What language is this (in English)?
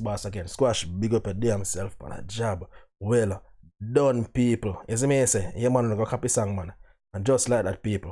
Jamaican Creole English